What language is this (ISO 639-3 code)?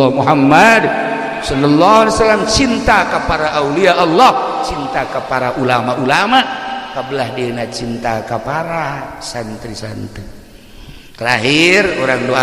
sun